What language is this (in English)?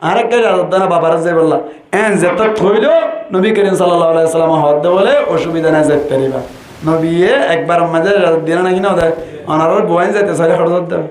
Rohingya